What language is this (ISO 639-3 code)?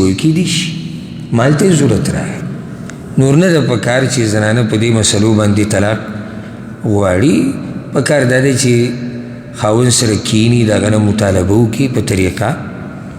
pus